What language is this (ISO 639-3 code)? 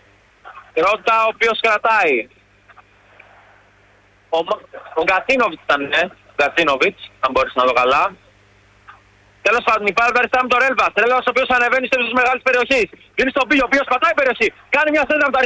ell